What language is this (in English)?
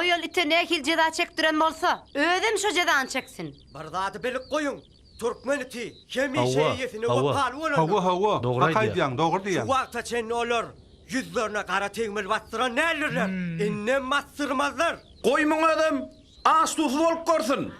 Turkmen